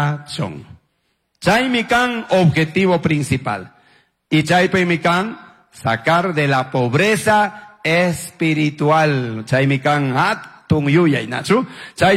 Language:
Chimborazo Highland Quichua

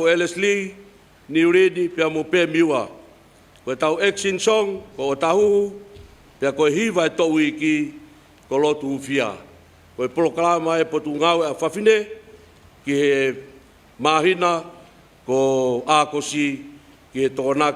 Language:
Tongan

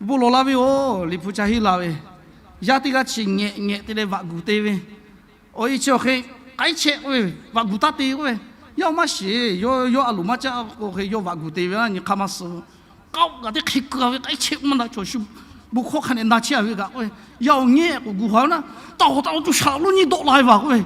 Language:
Lahu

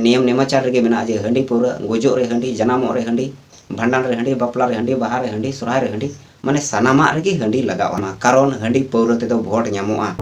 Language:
Santali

